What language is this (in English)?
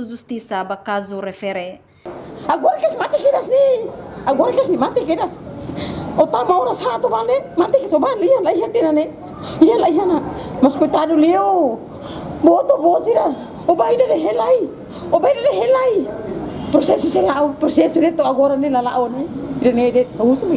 Tetum